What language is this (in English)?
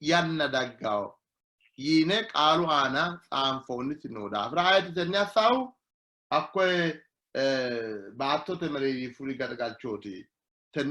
Sidamo